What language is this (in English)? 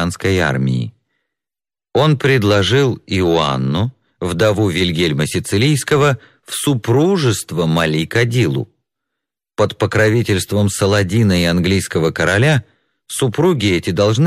Russian